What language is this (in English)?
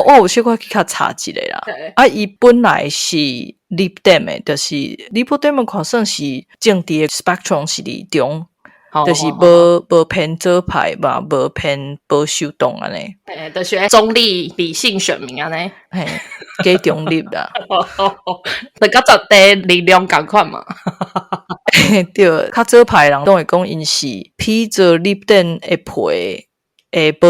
Min Nan Chinese